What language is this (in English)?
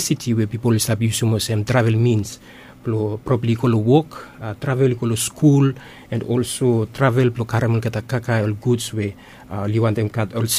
Bislama